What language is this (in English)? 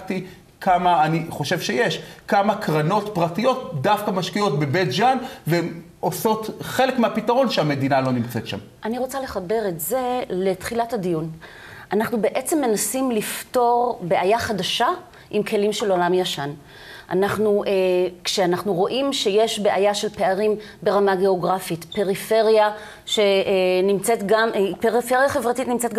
Hebrew